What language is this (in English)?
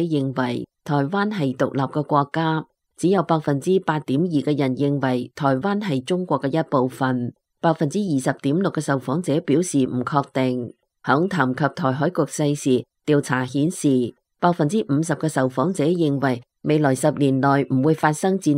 Cantonese